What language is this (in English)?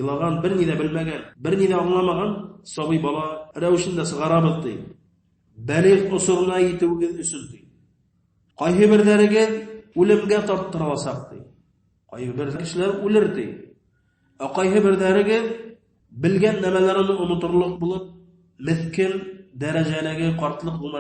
Bashkir